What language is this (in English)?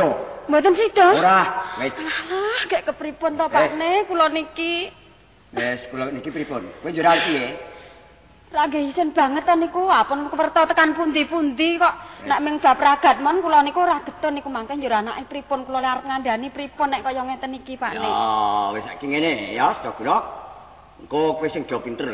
Javanese